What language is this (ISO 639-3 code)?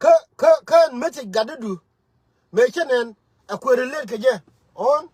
nus